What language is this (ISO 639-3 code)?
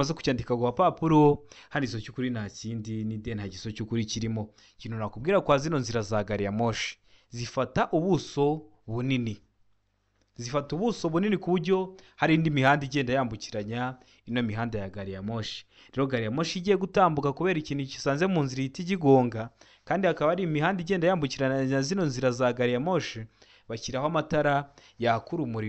kin